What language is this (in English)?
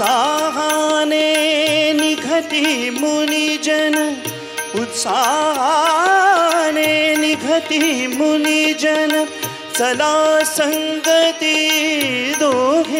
Marathi